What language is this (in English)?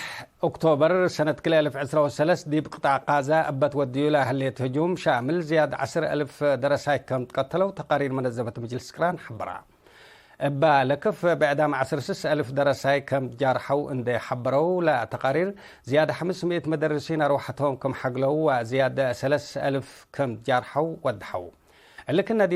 Tigre